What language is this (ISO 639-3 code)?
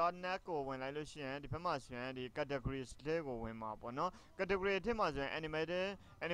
mya